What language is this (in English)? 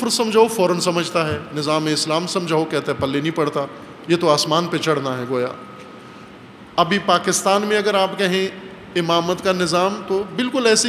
Urdu